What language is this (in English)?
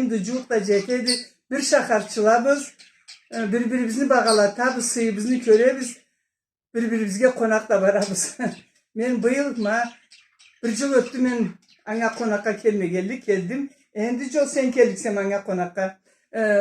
Karachay-Balkar